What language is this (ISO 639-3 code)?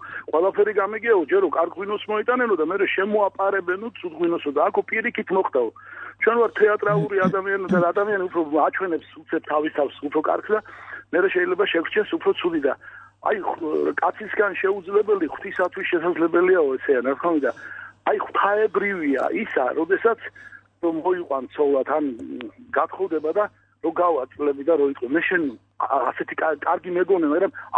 kat